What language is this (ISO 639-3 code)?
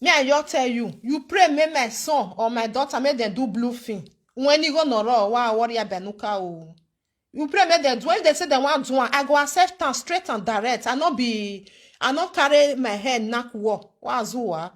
pcm